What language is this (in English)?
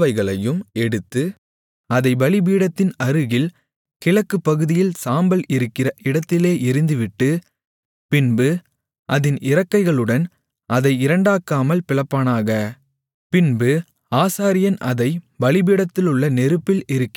Tamil